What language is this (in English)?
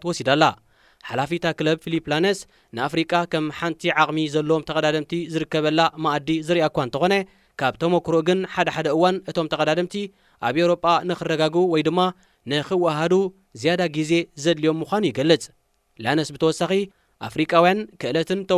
Tigrinya